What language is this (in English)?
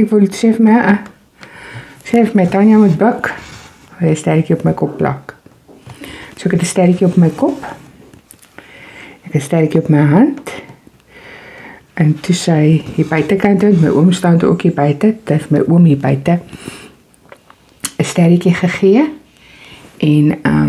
Afrikaans